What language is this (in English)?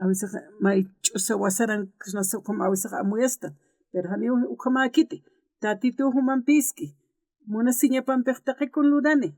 Aymara